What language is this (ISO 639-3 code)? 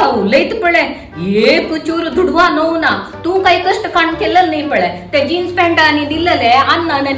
kok